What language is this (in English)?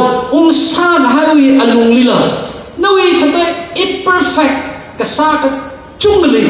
Tangkhul Naga (India)